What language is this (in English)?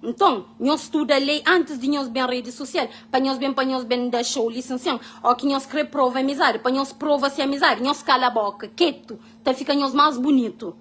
Kabuverdianu